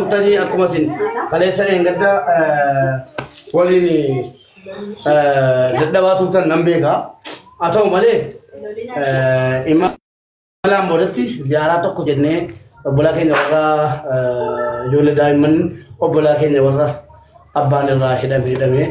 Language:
Oromo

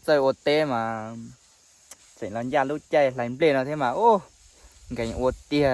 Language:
Hmong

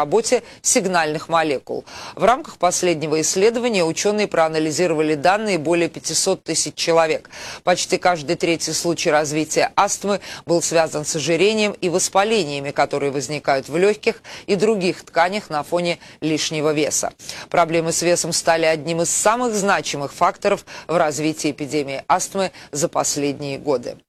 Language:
Russian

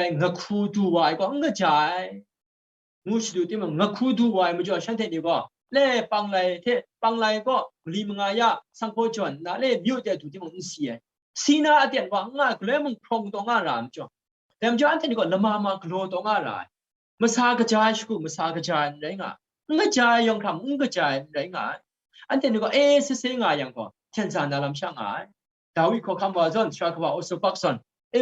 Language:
Kachin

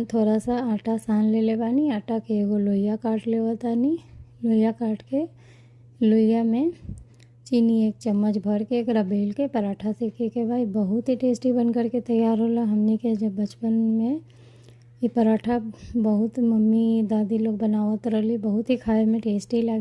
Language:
Bhojpuri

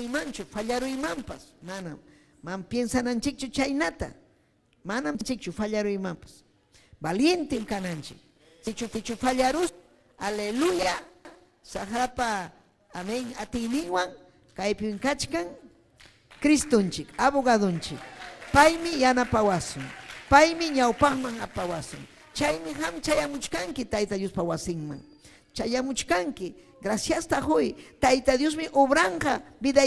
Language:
Ayacucho Quechua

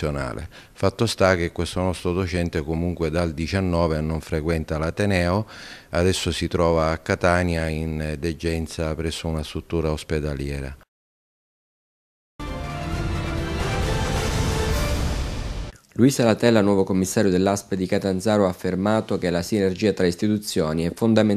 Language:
Italian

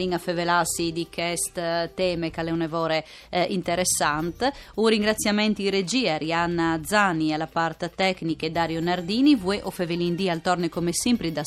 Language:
Friulian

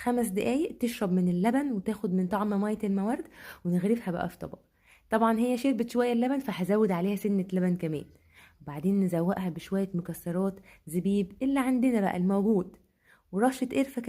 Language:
Egyptian Arabic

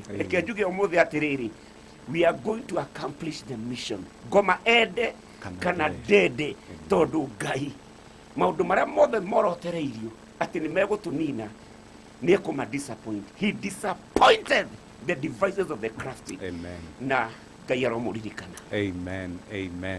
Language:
Kikuyu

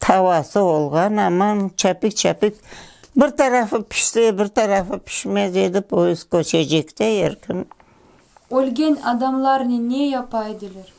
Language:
Crimean Tatar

